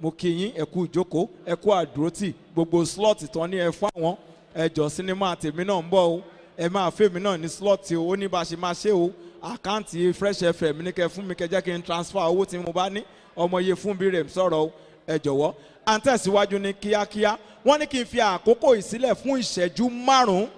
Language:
Yoruba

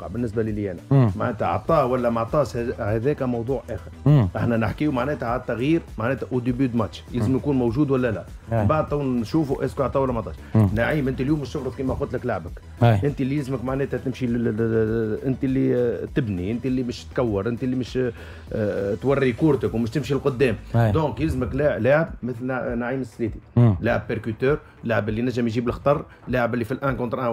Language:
Tunisian Arabic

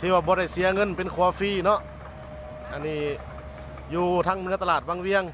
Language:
Lao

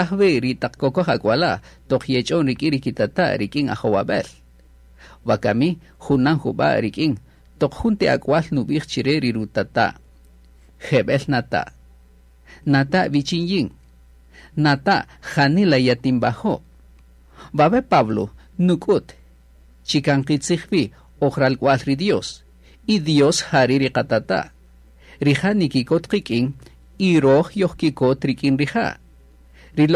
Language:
Kaqchikel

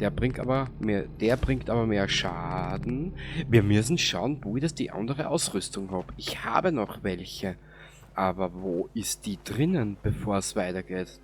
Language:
Bavarian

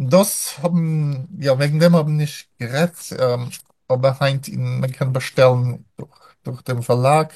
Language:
Yiddish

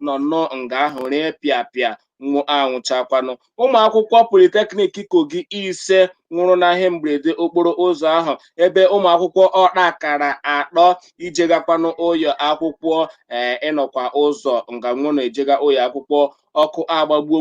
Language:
Igbo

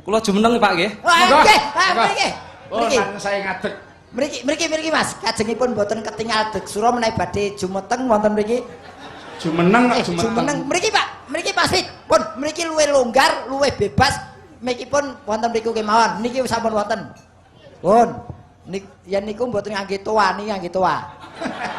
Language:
Javanese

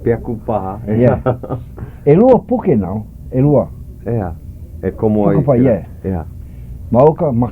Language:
Hawaiian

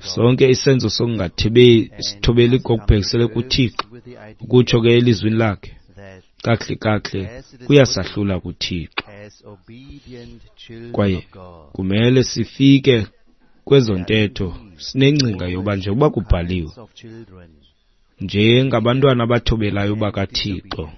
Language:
Xhosa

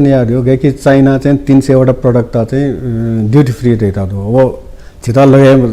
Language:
Newari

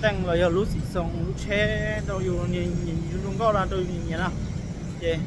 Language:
Hmong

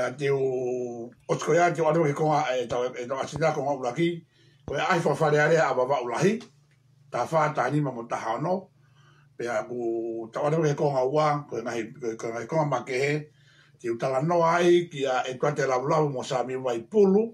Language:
Tongan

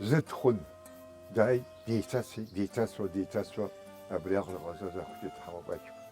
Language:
Abkhazian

